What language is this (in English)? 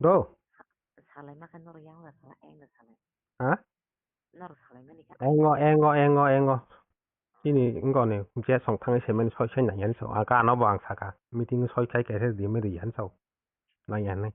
Kok Borok